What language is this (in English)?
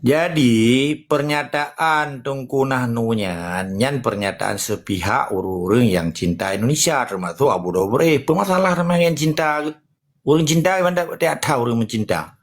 Achinese